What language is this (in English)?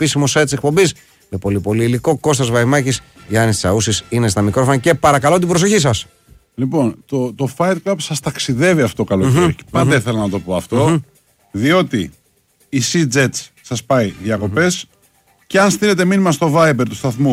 Greek